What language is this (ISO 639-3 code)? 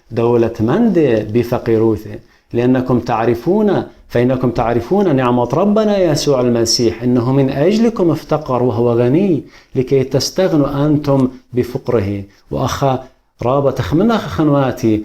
aii